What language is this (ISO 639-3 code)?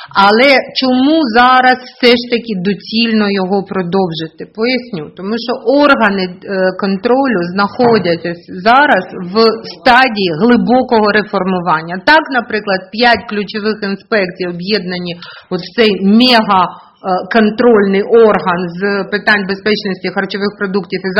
ukr